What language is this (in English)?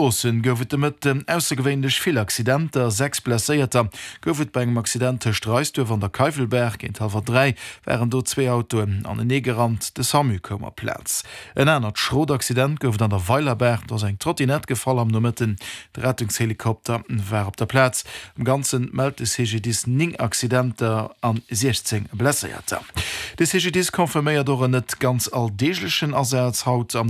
Luxembourgish